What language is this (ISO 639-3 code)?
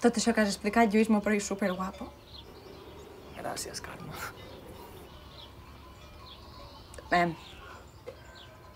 cat